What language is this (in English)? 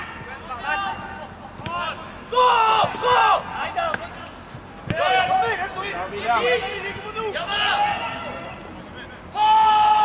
Norwegian